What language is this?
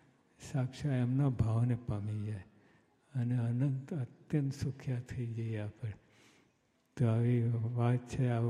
Gujarati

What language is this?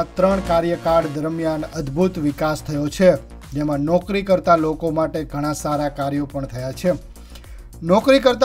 Gujarati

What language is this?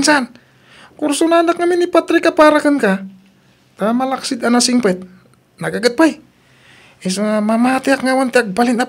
Iloko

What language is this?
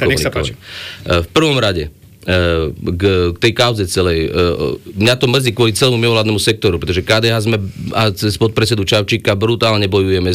Slovak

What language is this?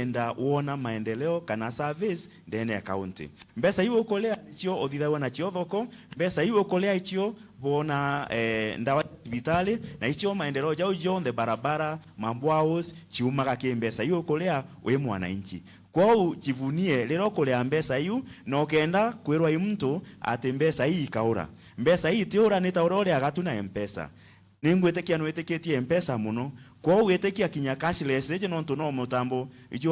Meru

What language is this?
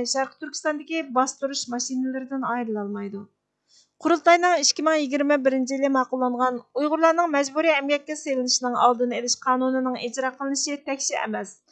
Uyghur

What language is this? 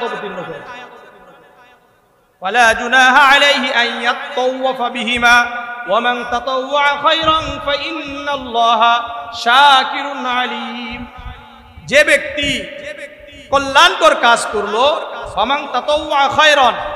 Bangla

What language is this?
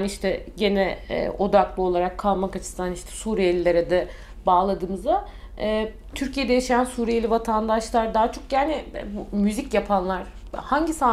Turkish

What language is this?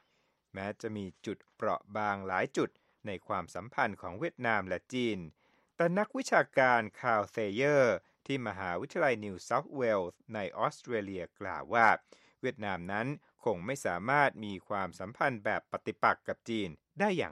Thai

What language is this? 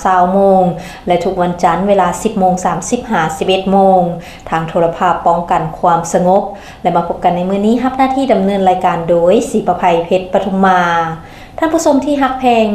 Lao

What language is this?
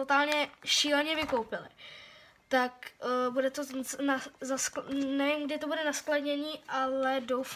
Czech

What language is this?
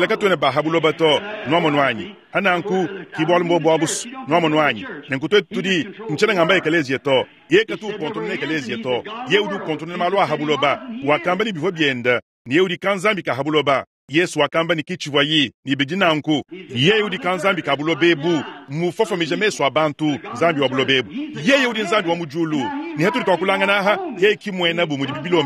Luba-Lulua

